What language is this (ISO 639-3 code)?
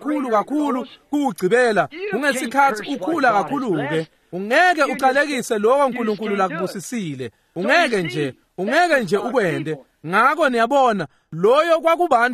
ssw